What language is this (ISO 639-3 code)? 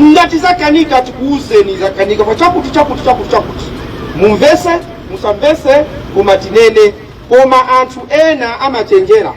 nya